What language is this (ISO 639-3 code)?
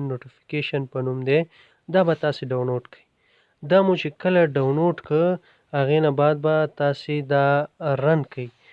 pus